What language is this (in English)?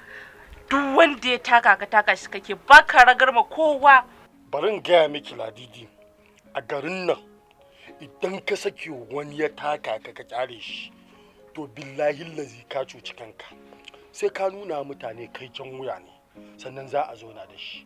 Hausa